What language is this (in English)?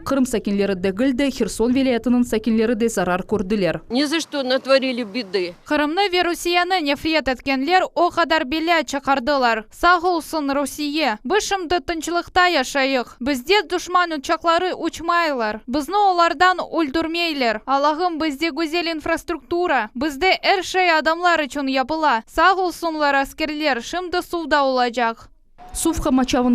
Crimean Tatar